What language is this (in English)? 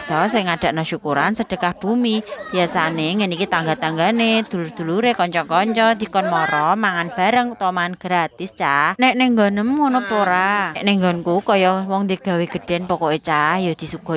Javanese